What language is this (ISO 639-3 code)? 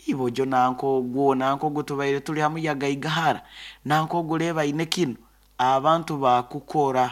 nyo